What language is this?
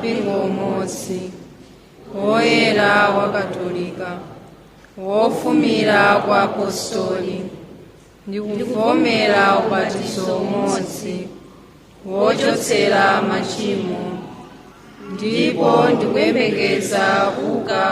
Nyanja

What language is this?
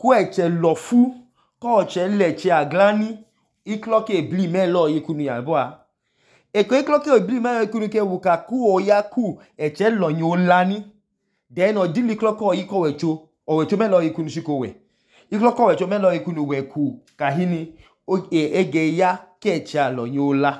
Idoma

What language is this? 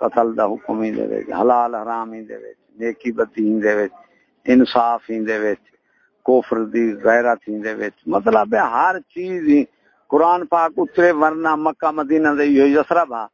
Saraiki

